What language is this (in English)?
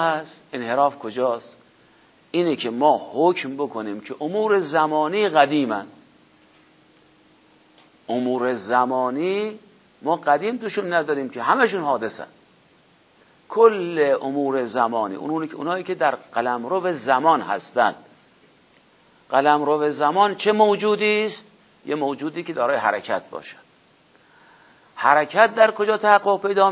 Persian